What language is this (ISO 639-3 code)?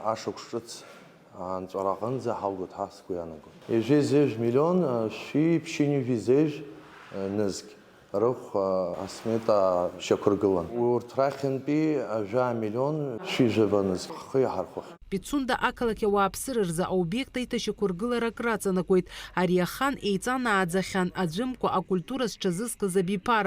abk